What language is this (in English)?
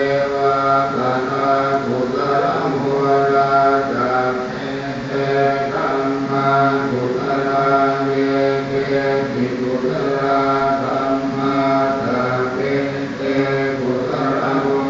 Pali